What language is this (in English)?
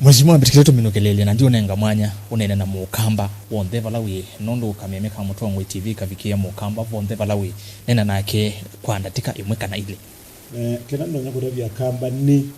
Kamba